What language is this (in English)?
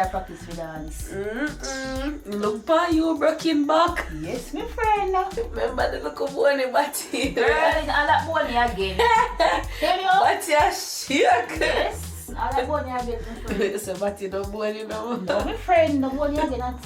Jamaican Creole English